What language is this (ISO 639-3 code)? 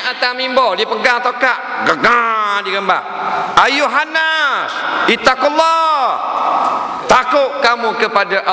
msa